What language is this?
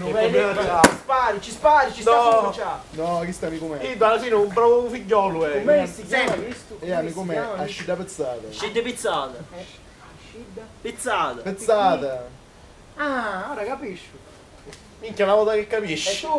Sicilian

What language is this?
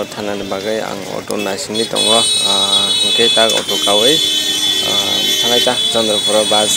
Kok Borok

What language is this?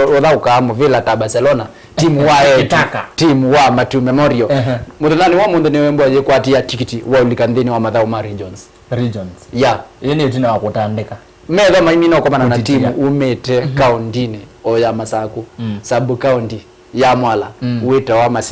Kamba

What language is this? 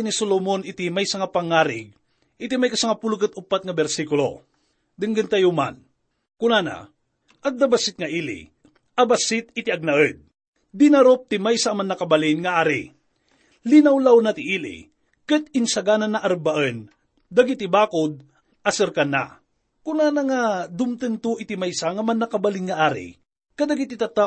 Iloko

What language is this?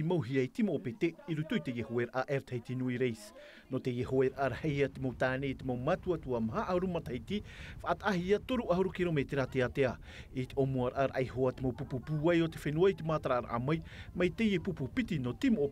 Tahitian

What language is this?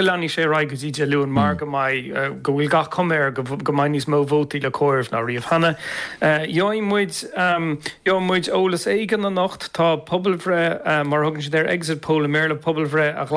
Irish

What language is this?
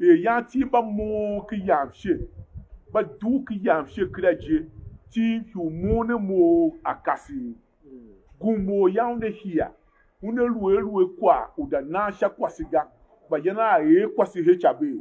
Tiv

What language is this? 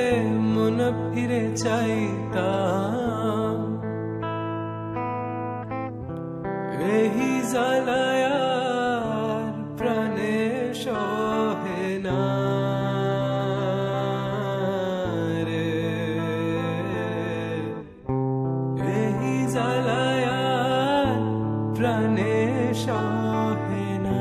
Bangla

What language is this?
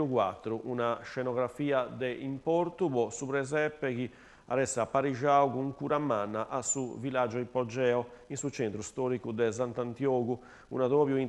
Sardinian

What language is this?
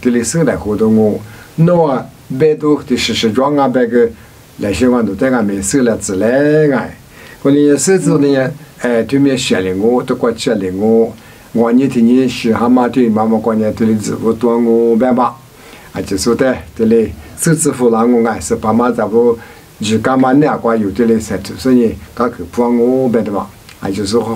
Lisu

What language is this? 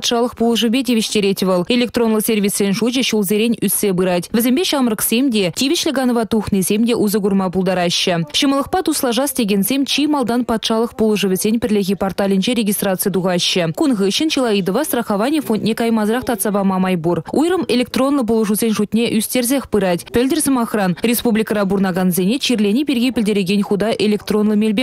Chuvash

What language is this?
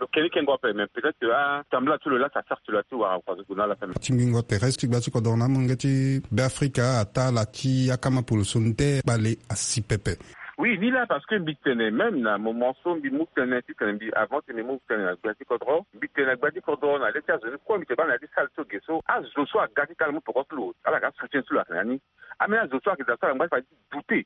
Sango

